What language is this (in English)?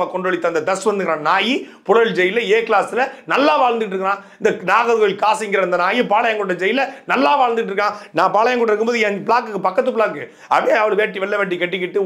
Tamil